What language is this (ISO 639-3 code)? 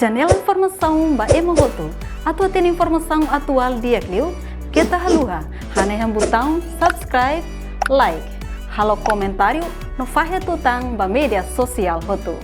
tet